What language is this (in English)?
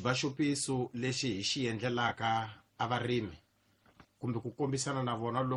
Tsonga